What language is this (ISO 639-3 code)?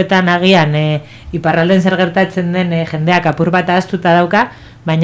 eus